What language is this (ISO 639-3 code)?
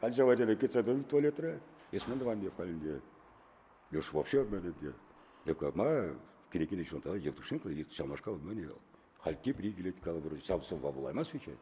chv